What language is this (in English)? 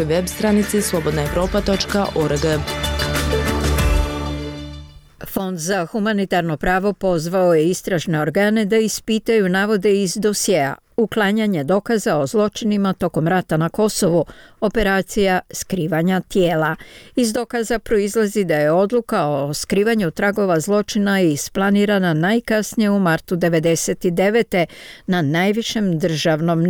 Bosnian